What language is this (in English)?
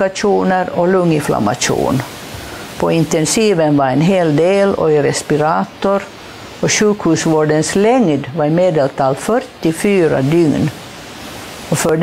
Swedish